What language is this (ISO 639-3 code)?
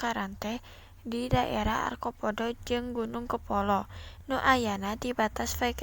sun